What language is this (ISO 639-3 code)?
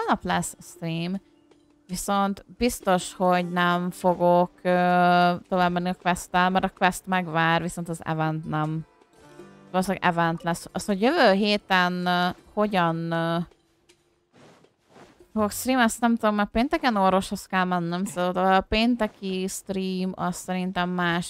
hun